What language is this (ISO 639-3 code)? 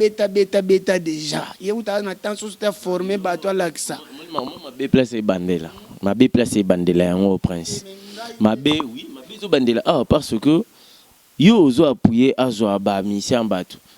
lin